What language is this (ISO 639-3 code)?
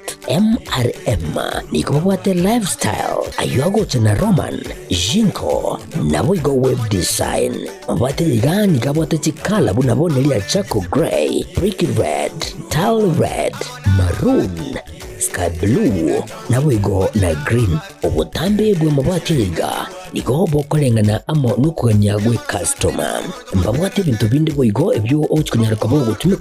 guz